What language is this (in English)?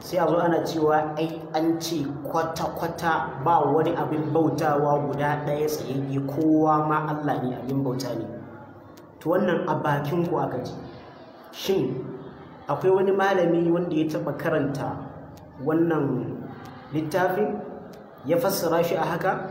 Hausa